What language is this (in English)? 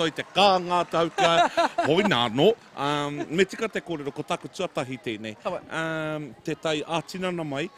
Māori